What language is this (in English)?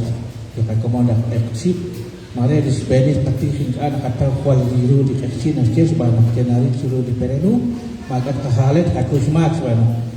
Kekchí